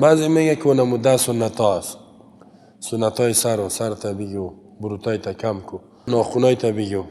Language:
Persian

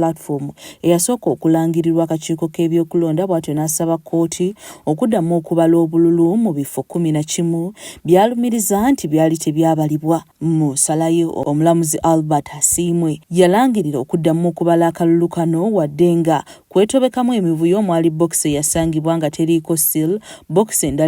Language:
Ganda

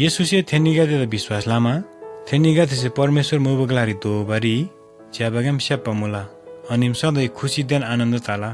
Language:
Eastern Tamang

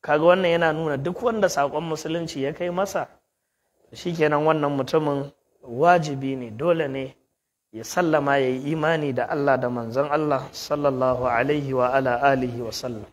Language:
Hausa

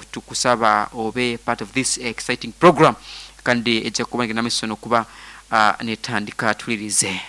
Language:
Nyoro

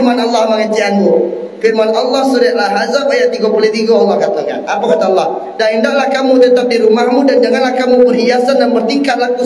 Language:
Minangkabau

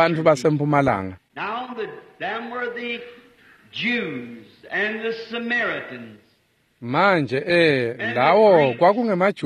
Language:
Swati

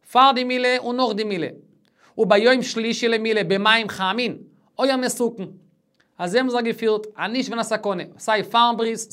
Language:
Yiddish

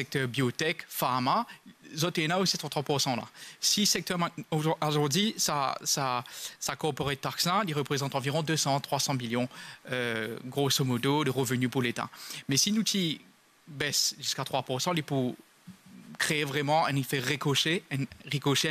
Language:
Morisyen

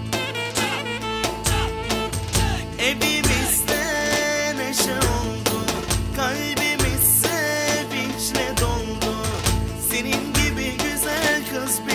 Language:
Turkish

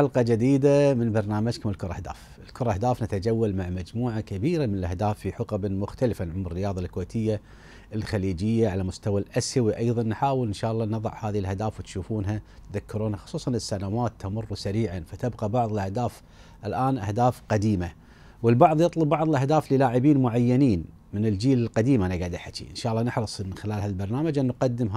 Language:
Gulf Arabic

